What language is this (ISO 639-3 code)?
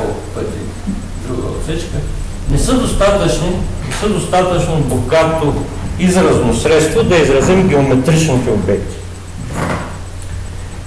bul